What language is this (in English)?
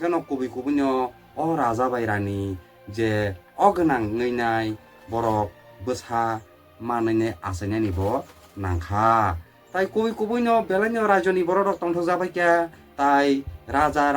Kok Borok